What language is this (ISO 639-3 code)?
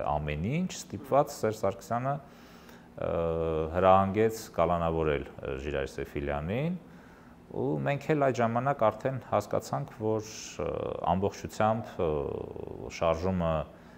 hye